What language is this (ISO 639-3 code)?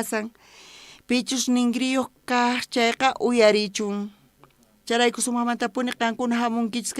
quh